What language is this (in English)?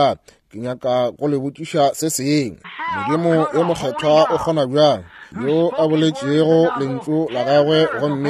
Northern Sotho